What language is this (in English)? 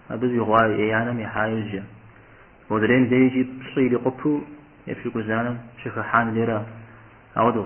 Kabardian